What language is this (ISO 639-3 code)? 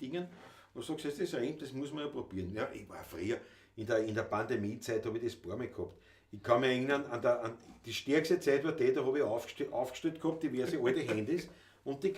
bar